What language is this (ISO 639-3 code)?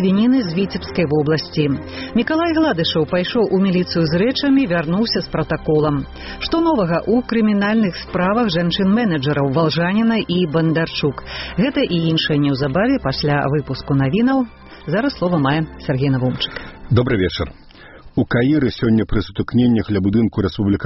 bel